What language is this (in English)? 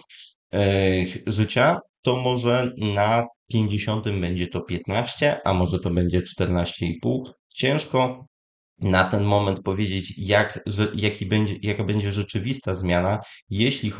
Polish